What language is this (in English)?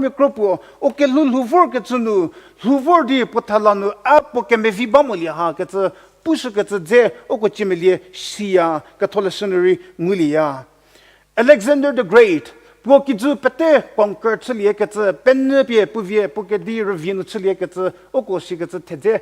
Angami Naga